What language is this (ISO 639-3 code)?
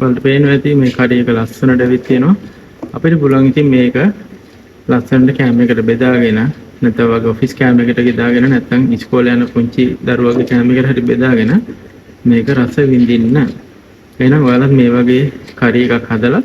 sin